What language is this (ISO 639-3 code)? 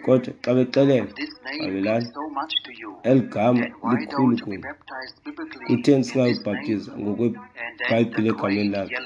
xho